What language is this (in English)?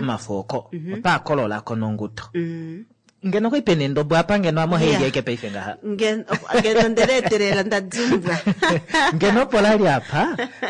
Kuanyama